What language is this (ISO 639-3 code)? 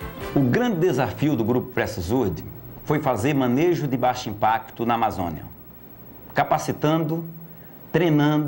por